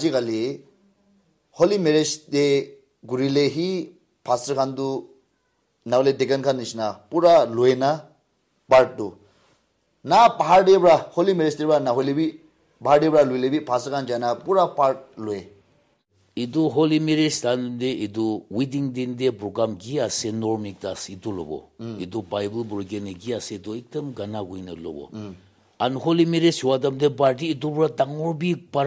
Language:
Naga Pidgin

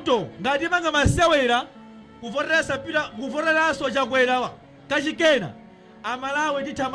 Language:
Nyanja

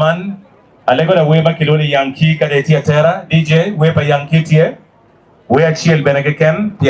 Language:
Acoli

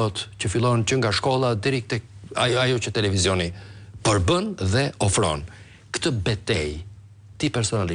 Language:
Albanian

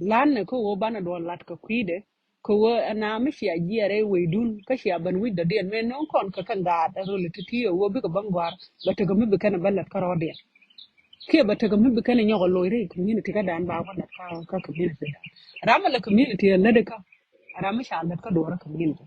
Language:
Nuer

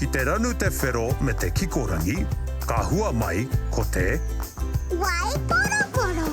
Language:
Māori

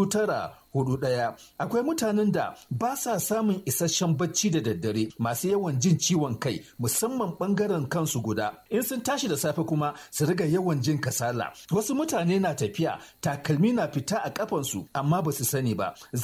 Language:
Hausa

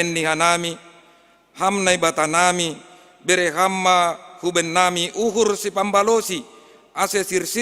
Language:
Batak Simalungun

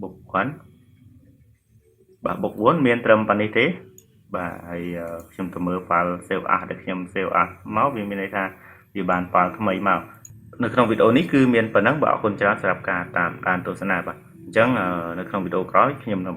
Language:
Khmer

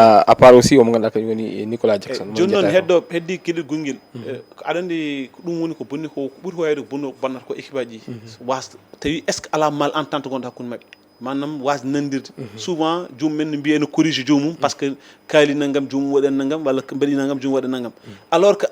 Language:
Fula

